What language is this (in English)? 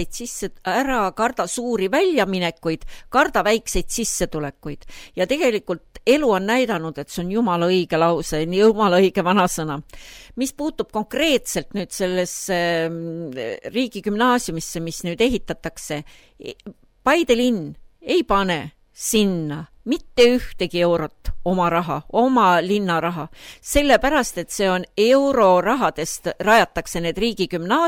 Estonian